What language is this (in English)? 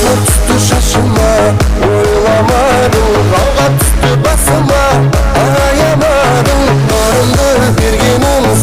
Kara-Kalpak